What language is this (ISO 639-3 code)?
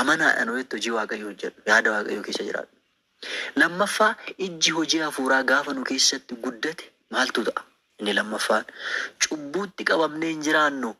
orm